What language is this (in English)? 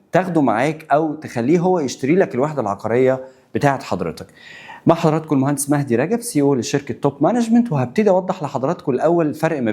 Egyptian Arabic